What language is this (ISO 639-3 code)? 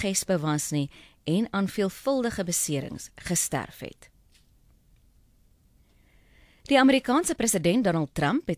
afr